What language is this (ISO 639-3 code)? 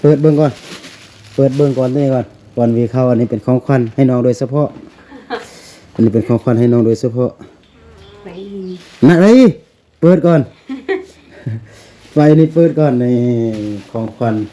lao